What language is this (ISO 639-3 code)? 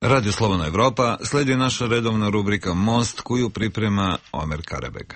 srp